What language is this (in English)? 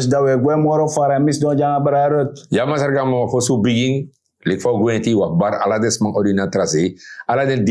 Sranan Tongo